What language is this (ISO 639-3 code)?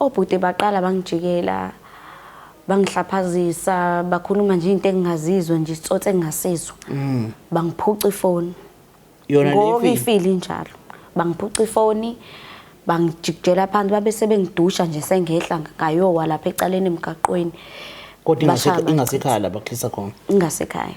zul